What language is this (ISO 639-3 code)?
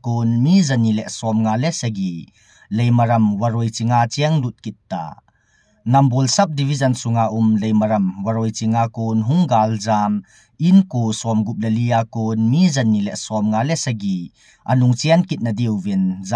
tcz